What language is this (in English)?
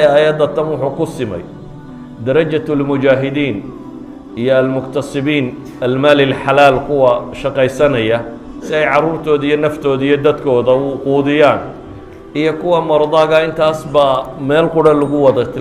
Somali